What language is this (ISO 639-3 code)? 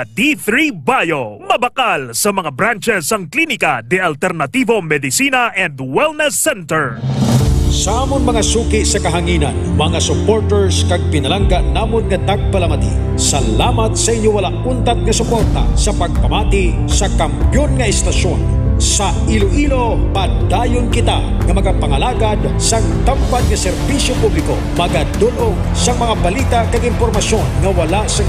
hil